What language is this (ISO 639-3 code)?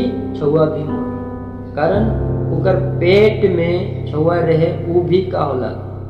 sck